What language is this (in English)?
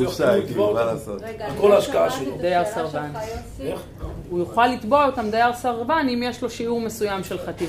Hebrew